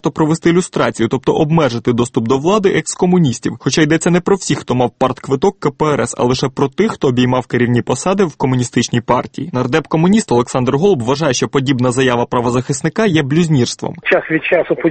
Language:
Ukrainian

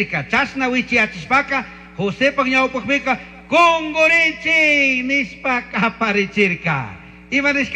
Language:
Chimborazo Highland Quichua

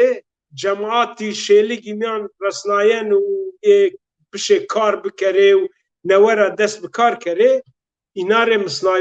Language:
Zaza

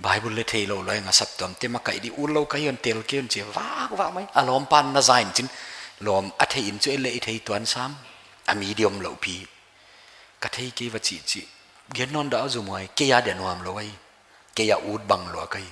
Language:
Paite Chin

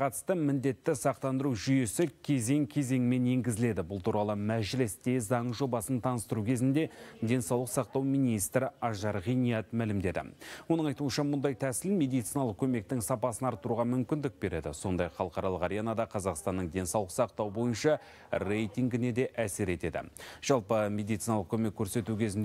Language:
Kazakh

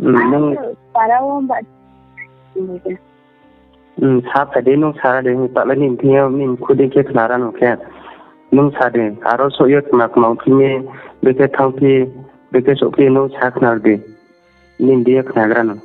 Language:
Riang (India)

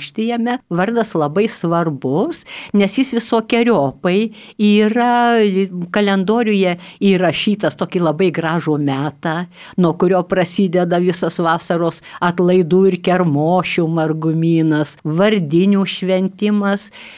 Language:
Lithuanian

